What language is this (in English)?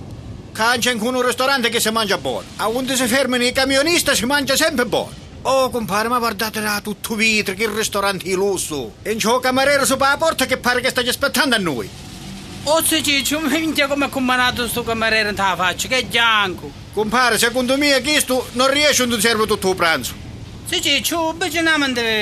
Sicilian